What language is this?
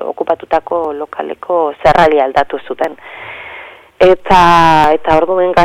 Basque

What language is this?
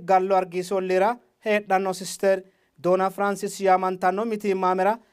Sidamo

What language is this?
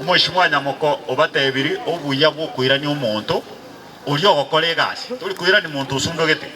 Gusii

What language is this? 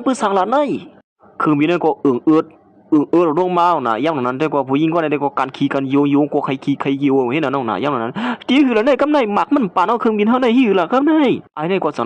Shan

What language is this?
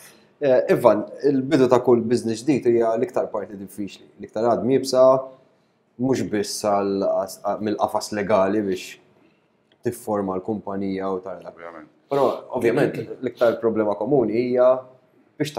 Maltese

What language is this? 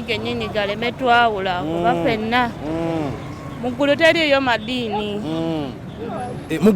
Ganda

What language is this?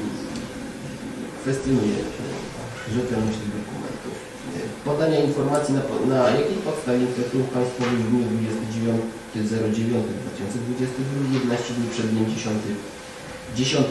Polish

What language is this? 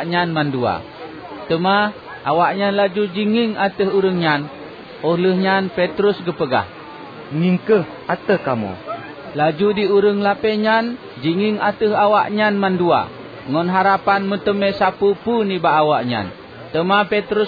Achinese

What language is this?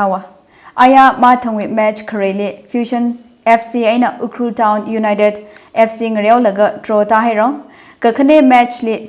Tangkhul Naga (India)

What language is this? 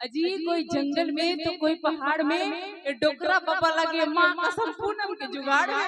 Chhattisgarhi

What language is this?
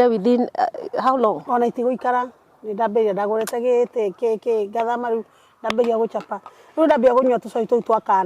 Kikuyu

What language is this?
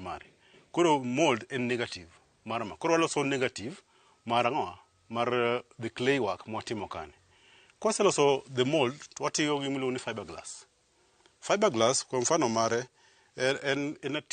Luo (Kenya and Tanzania)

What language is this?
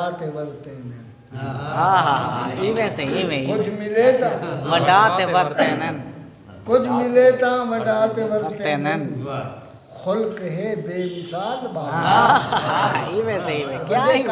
Saraiki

